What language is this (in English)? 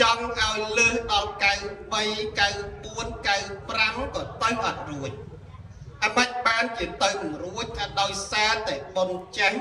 Khmer